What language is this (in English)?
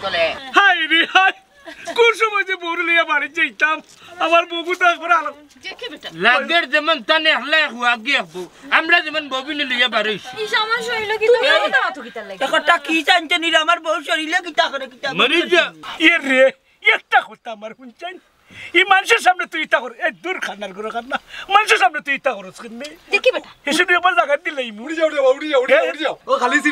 Sylheti